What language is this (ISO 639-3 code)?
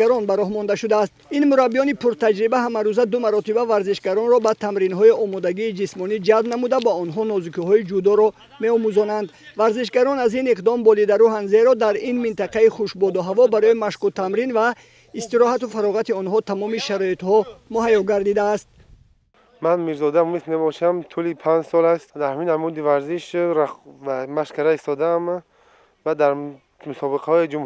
tgk